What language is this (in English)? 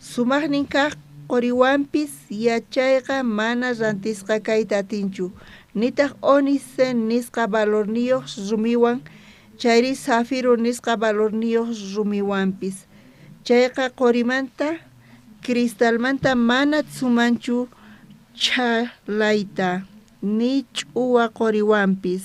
South Bolivian Quechua